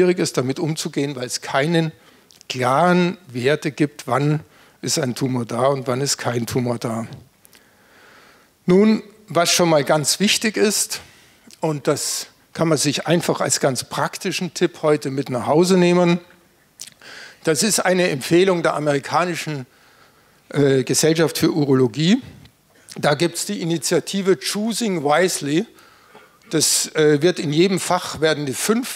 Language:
German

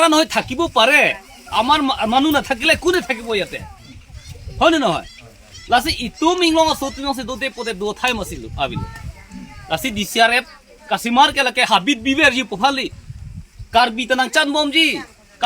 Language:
Karbi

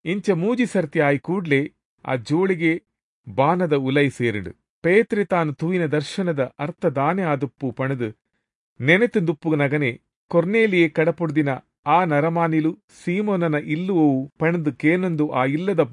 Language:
Tulu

